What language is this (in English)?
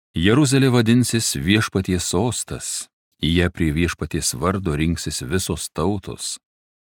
Lithuanian